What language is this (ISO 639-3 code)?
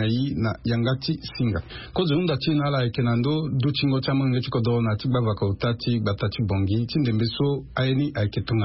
sag